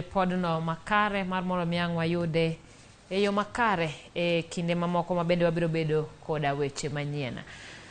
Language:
Luo (Kenya and Tanzania)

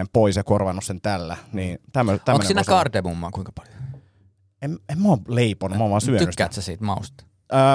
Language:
Finnish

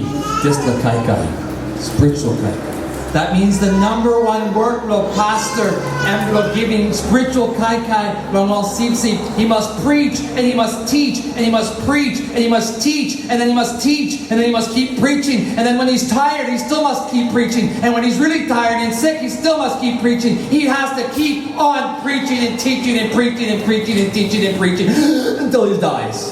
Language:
Tok Pisin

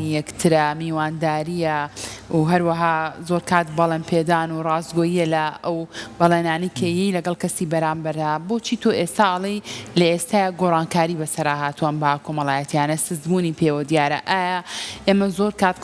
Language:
Central Kurdish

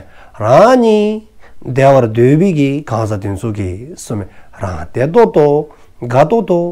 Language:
Dzongkha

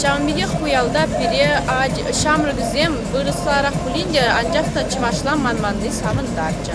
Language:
Chuvash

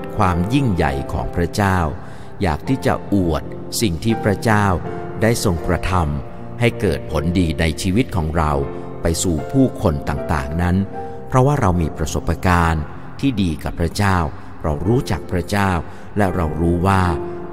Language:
Thai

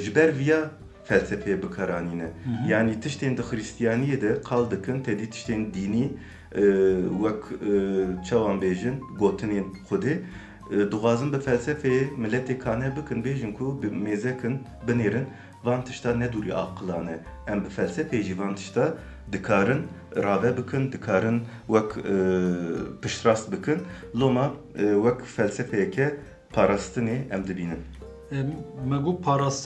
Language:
Kurdish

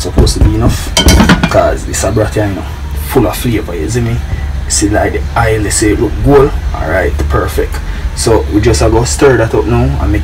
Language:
Jamaican Creole English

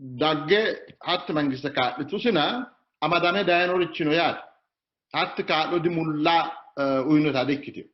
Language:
Sidamo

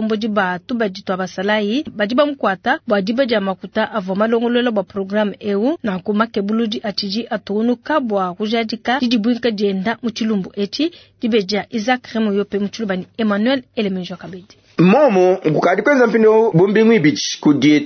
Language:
Luba-Lulua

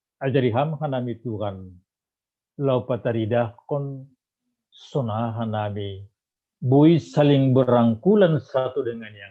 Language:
Batak Simalungun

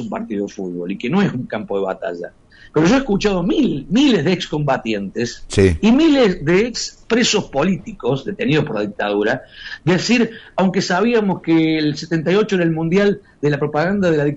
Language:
Spanish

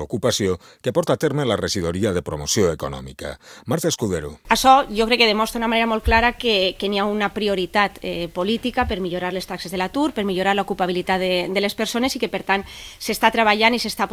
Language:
Catalan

